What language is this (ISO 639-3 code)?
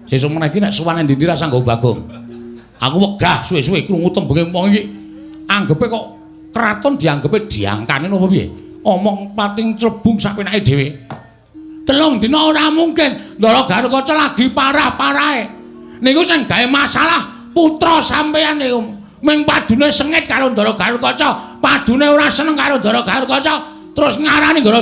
jav